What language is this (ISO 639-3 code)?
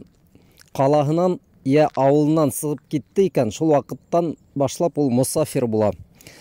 bak